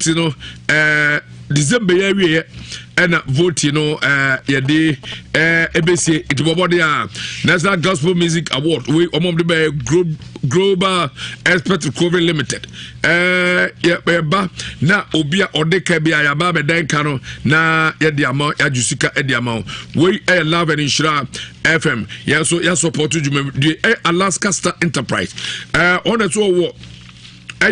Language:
Akan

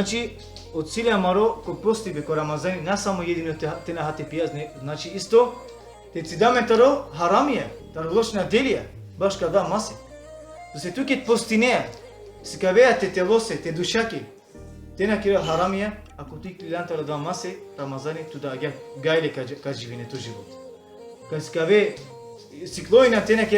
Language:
Balkan Romani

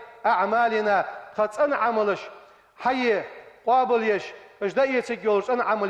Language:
Ingush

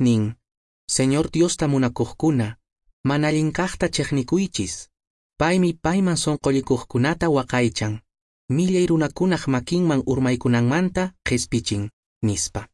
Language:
Quechua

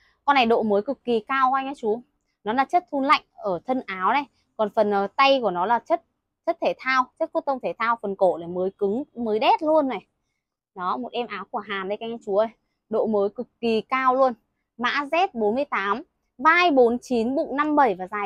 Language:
Vietnamese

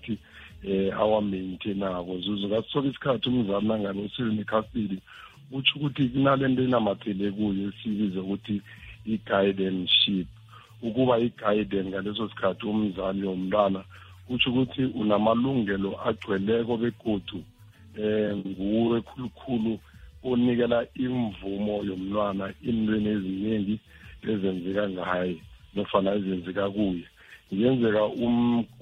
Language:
South Ndebele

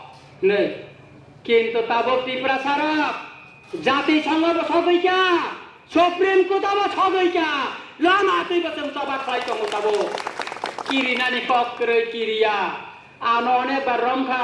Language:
Kok Borok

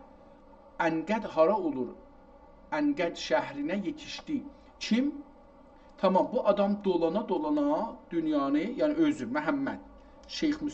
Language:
South Azerbaijani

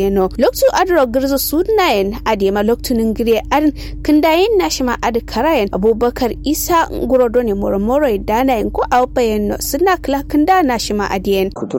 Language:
Kanuri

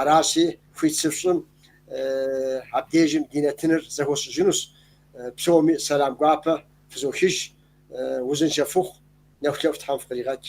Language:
Kabardian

